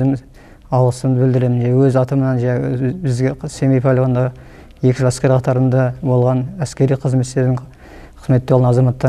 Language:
Kazakh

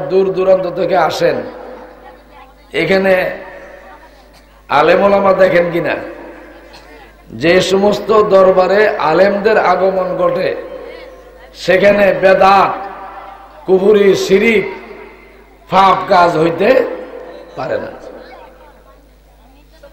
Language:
Bangla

